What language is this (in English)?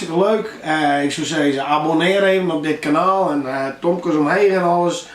Western Frisian